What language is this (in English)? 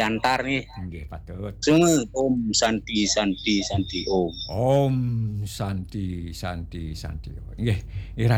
Balinese